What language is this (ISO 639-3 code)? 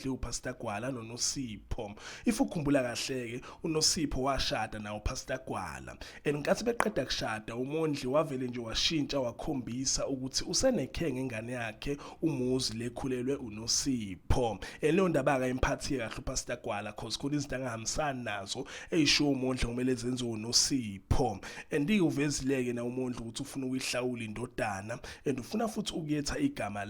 zul